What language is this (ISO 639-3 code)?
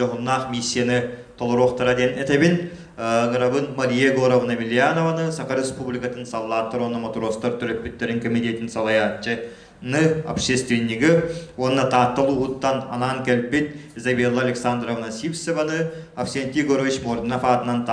sah